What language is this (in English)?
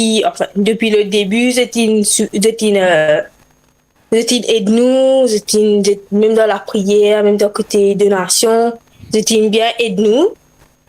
Morisyen